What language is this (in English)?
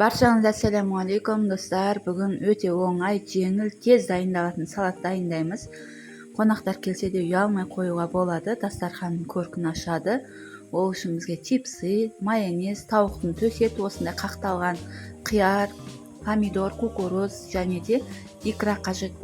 Kazakh